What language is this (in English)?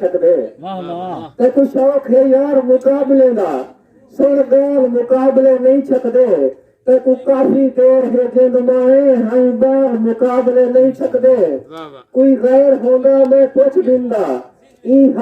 Saraiki